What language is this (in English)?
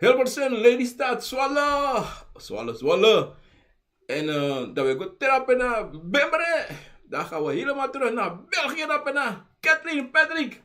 Sranan Tongo